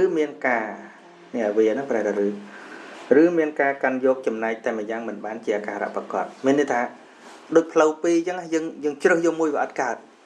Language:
Khmer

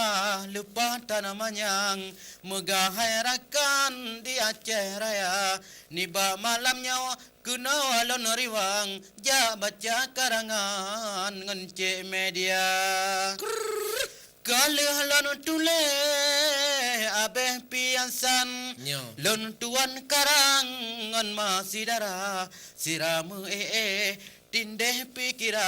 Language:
Achinese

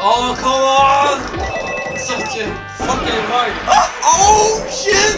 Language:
Faroese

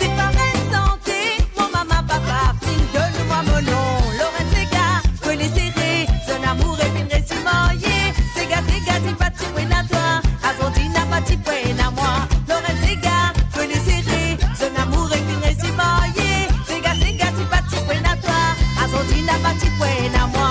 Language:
Morisyen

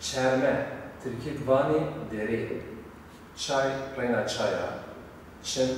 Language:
Zaza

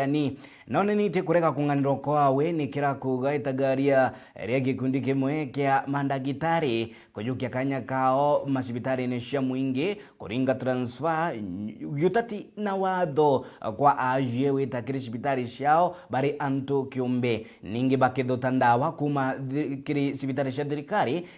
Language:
Meru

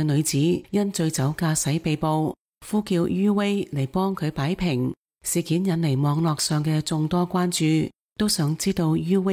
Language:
Cantonese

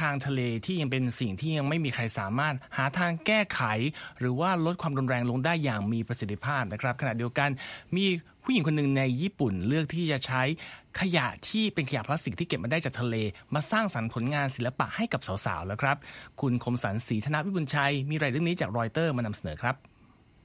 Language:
Thai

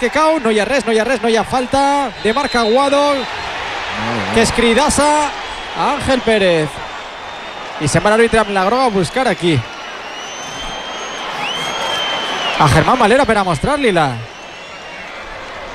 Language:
Catalan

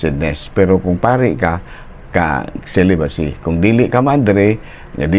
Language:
Cebuano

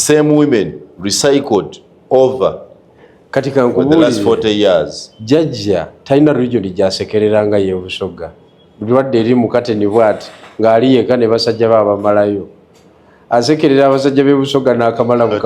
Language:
Ganda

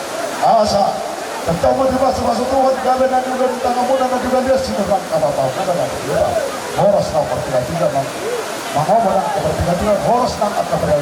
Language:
Batak Toba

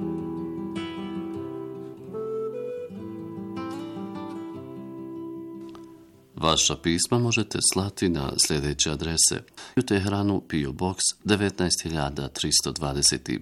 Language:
Bosnian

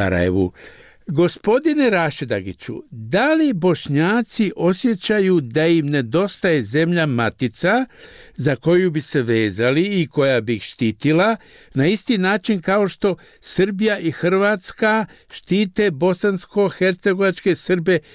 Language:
Bosnian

